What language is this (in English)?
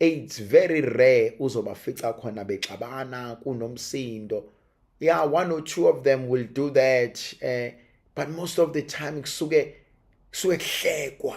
Zulu